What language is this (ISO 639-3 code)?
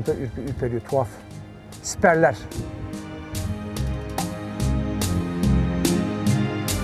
tur